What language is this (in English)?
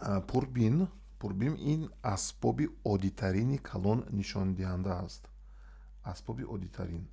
Tajik